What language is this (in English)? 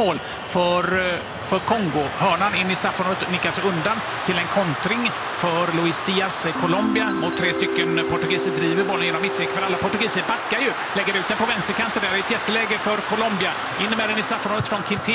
Swedish